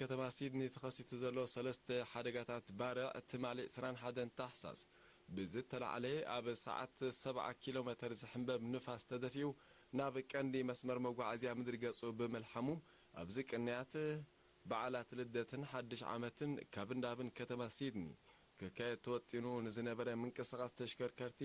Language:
Tigrinya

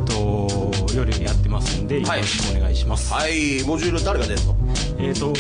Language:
Japanese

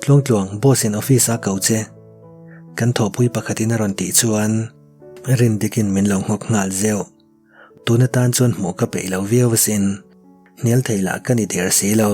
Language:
Mizo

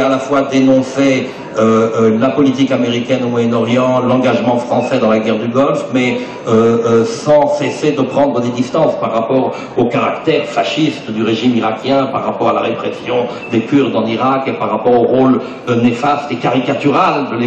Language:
French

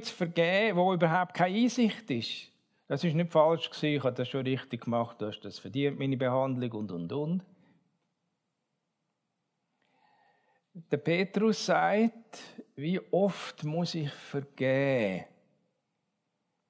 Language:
German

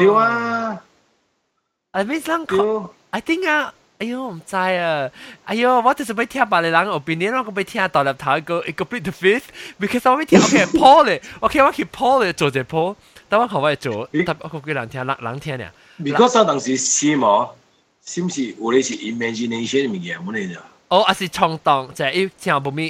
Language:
Min Nan Chinese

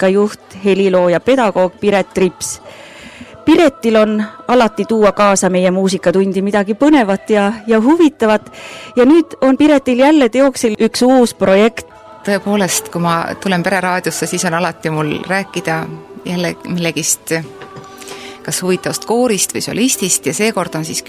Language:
Estonian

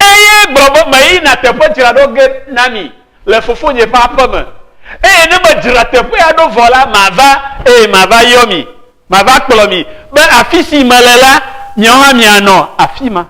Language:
Ewe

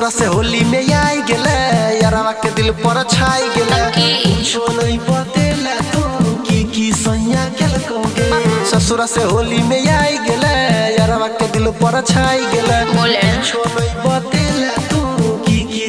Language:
Bhojpuri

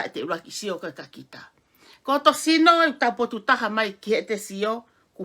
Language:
Tongan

